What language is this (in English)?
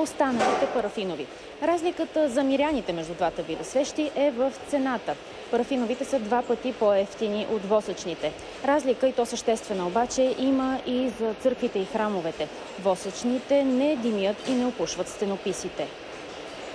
Bulgarian